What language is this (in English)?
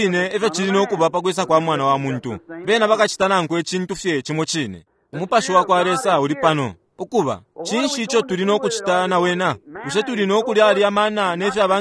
Bemba